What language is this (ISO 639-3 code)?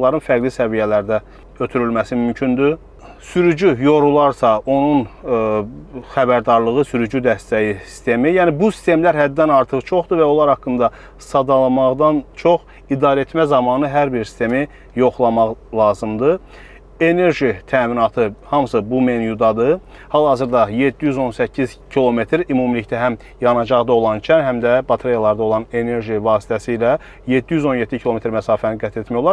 aze